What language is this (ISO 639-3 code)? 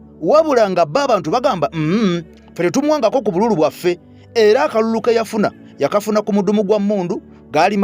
lug